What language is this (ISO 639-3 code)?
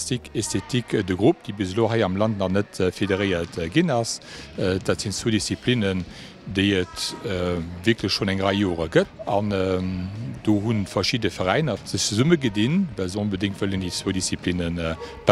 ltz